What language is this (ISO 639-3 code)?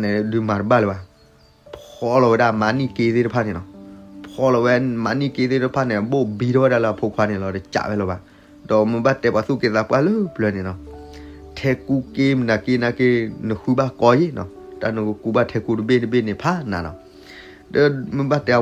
ksw